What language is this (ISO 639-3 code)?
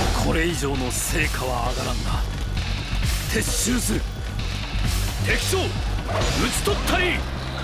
jpn